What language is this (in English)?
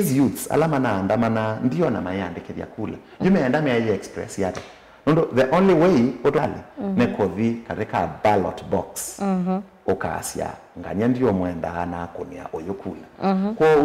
Kamba